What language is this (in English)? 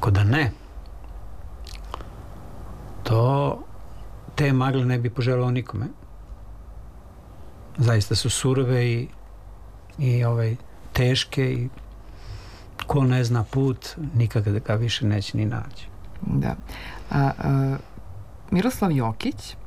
Serbian